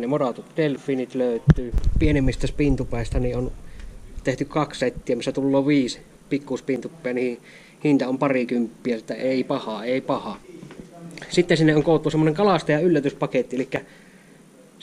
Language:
Finnish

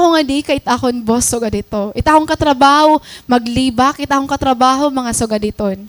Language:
Waray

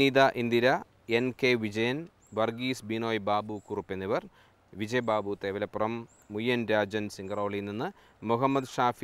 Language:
Malayalam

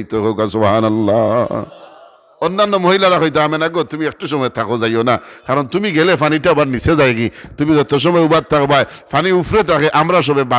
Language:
Sylheti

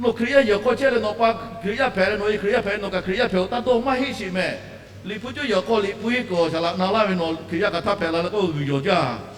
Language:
Lahu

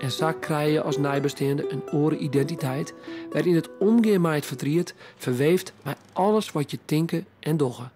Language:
Western Frisian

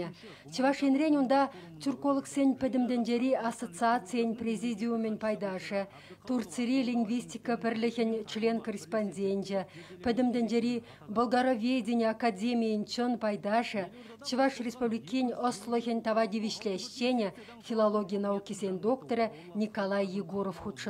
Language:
Chuvash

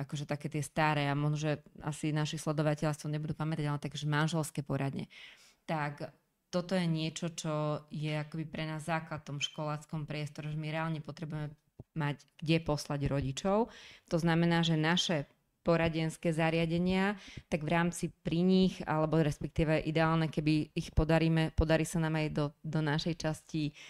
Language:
Slovak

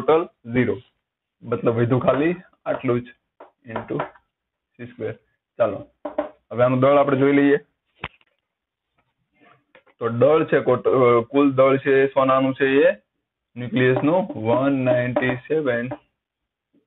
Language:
Gujarati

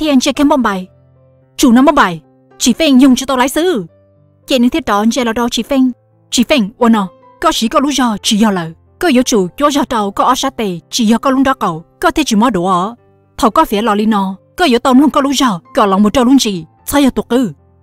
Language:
Hmong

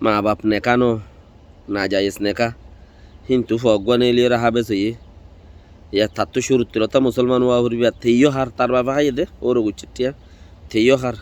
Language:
Rohingya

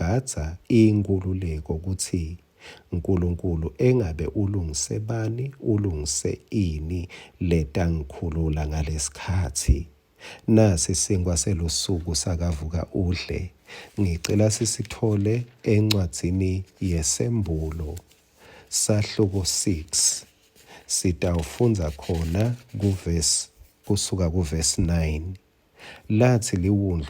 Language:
Swati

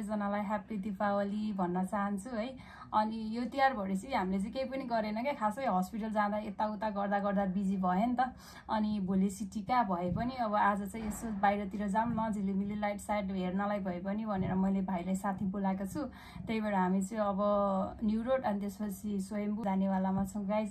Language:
Nepali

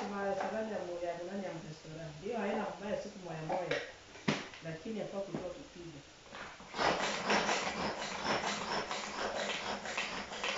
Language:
Swahili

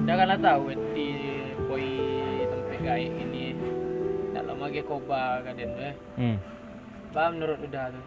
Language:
Minangkabau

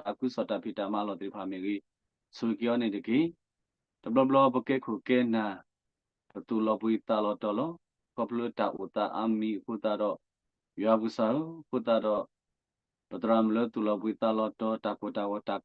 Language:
S'gaw Karen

